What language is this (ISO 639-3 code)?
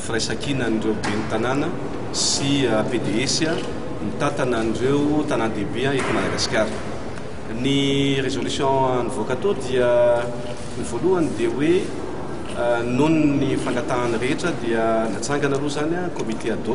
mlg